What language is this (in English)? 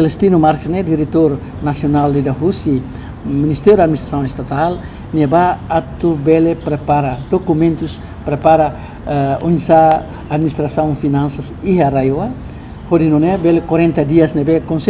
Tetum